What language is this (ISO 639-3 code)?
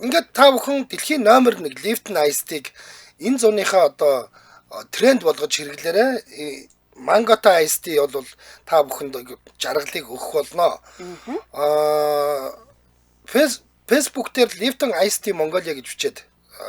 mon